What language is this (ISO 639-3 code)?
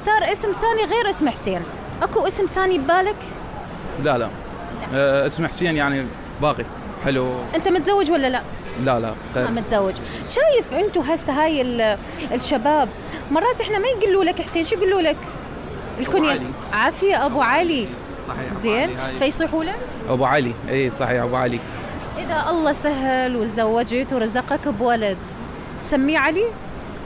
acm